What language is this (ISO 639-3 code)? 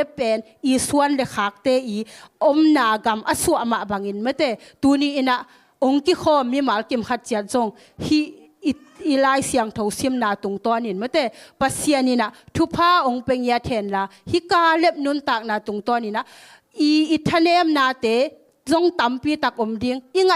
ctd